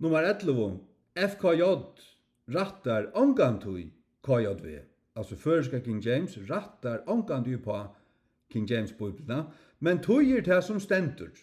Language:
Faroese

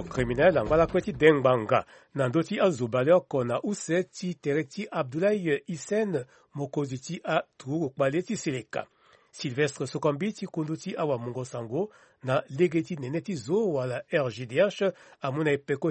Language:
Sango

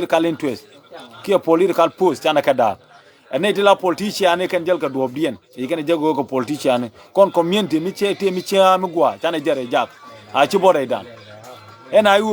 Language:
Nuer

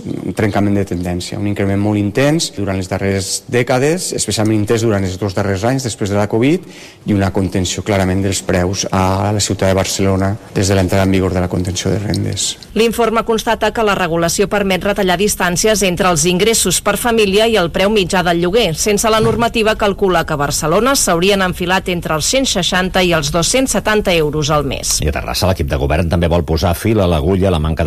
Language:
Catalan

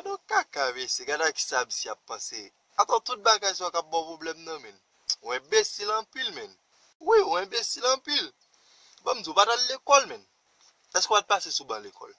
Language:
Haitian Creole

